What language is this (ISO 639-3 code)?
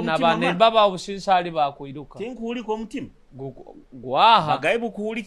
nyo